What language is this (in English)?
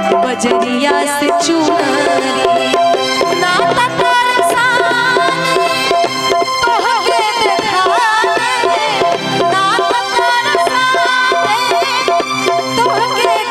Bhojpuri